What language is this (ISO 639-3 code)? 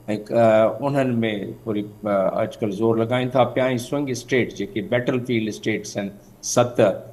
snd